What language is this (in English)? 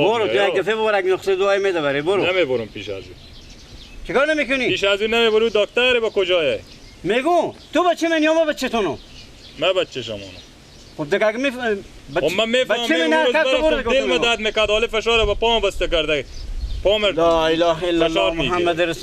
Persian